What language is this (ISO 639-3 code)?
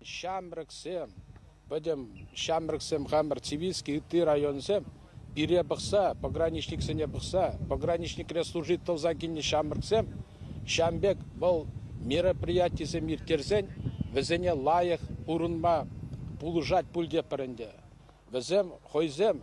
chv